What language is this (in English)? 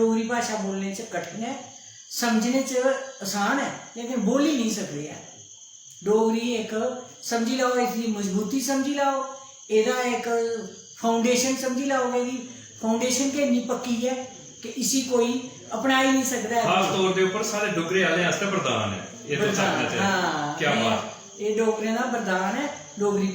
Dogri